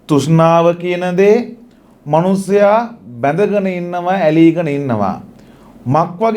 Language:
Sinhala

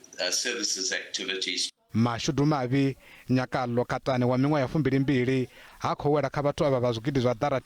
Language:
Venda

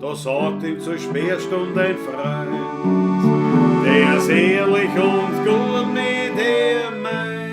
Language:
Bavarian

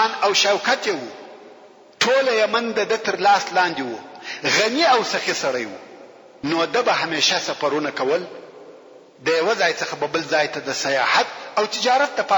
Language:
Pashto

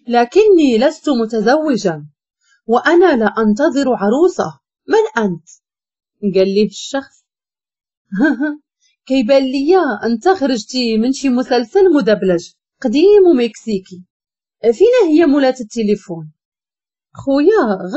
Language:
Moroccan Arabic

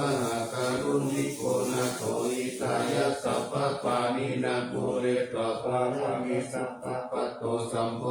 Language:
Pali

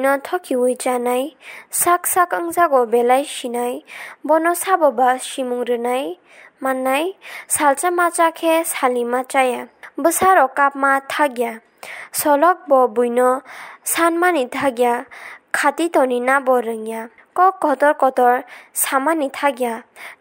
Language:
Kok Borok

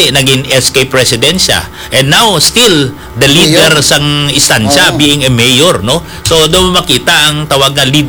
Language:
Hiligaynon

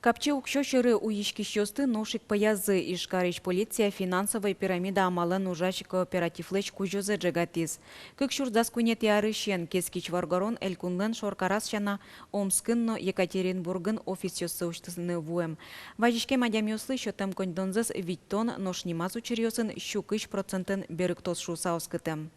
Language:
Udmurt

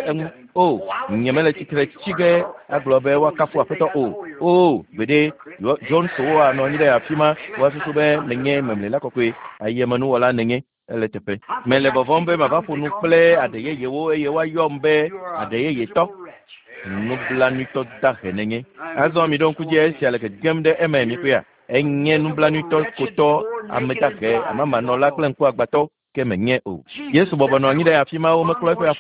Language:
Ewe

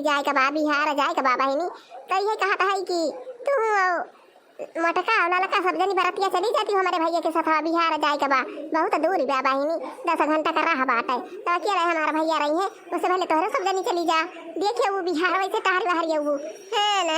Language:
Awadhi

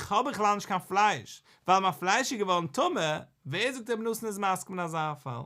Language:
Yiddish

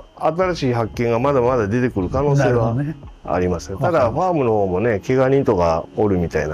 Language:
Japanese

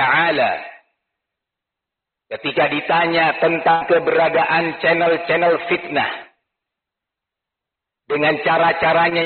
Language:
Indonesian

